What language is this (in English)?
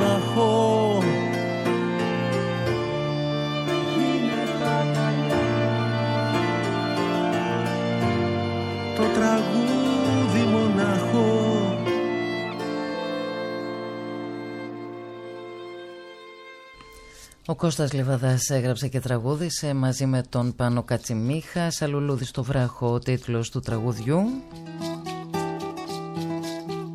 Greek